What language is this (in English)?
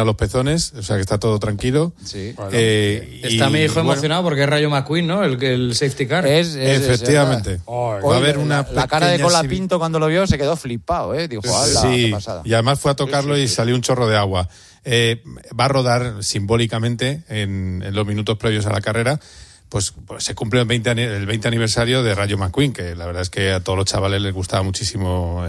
Spanish